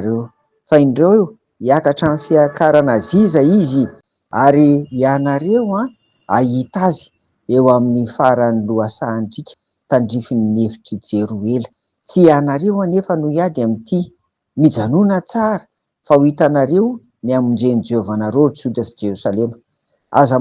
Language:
Malagasy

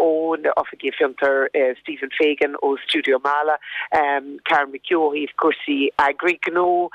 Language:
Irish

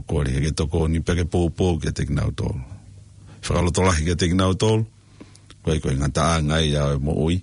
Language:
Tongan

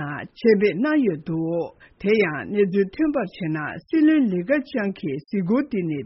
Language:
Tibetan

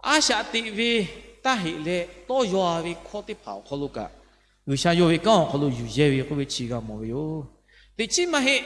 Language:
Lahu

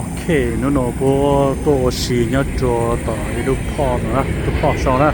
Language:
Hmong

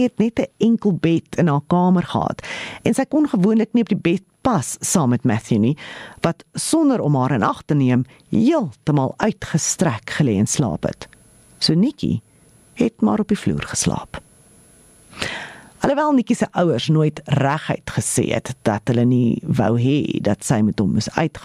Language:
Afrikaans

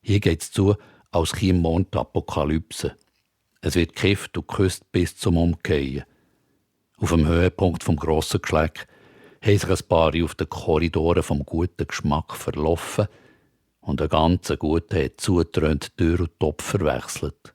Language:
Swiss German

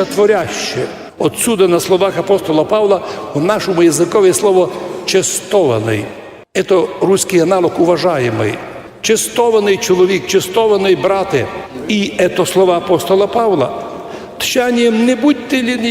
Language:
Rusyn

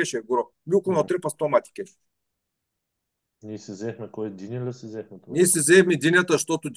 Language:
Bulgarian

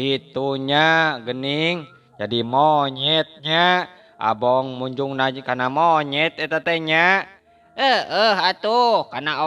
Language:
Sundanese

